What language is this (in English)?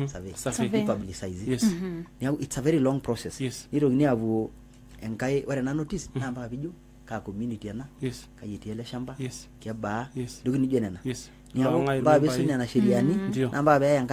Masai